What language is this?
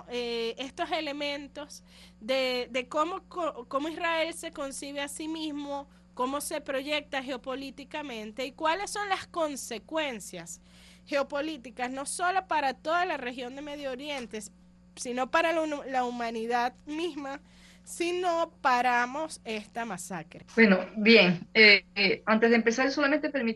Spanish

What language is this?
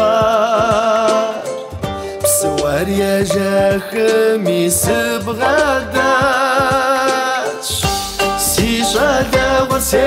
Kabardian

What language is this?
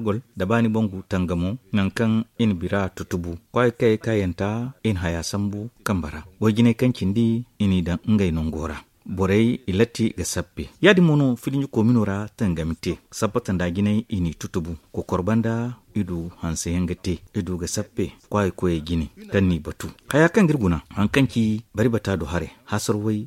Zarma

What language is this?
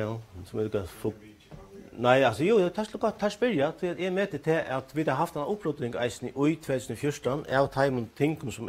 Faroese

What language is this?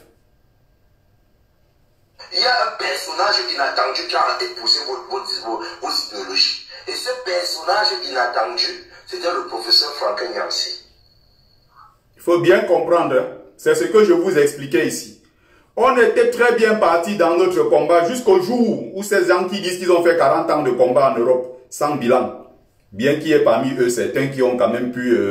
French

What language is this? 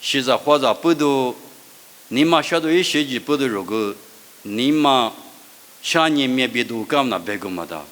Lisu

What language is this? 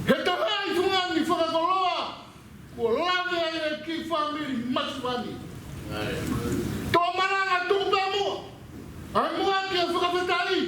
Tongan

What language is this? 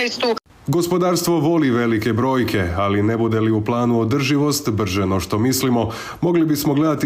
Croatian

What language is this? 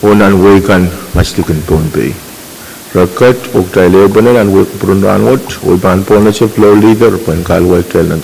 Pohnpeian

